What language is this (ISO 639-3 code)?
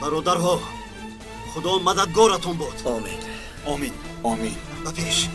tgk